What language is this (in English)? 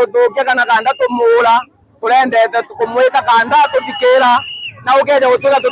Meru